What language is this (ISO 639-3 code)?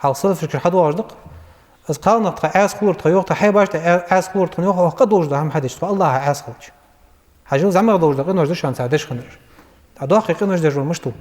inh